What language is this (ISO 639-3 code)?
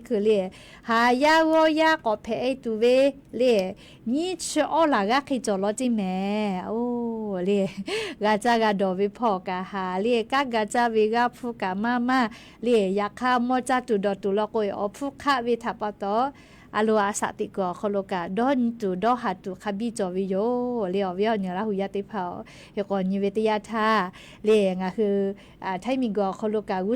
lhu